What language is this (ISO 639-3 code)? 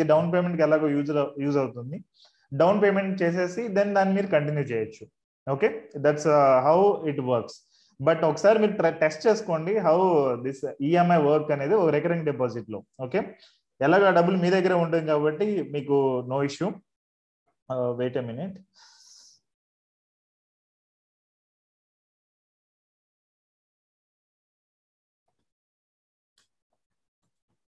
tel